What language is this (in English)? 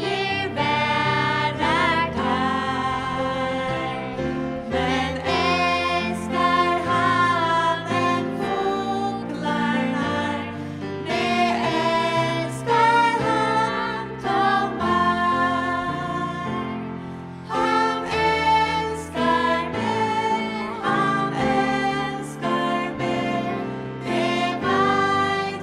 Faroese